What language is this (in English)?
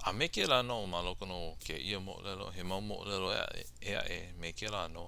Hawaiian